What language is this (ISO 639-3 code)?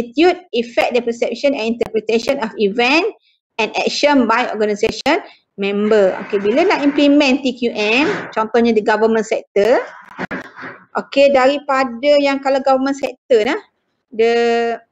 msa